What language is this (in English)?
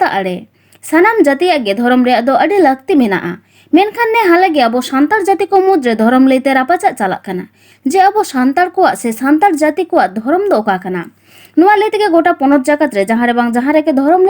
Santali